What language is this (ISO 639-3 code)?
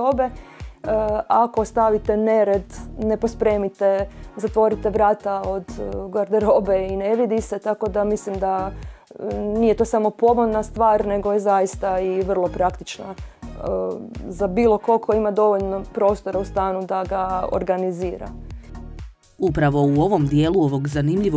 hrv